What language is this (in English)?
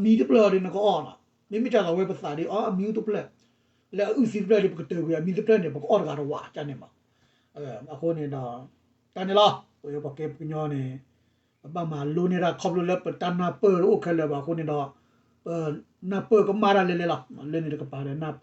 S'gaw Karen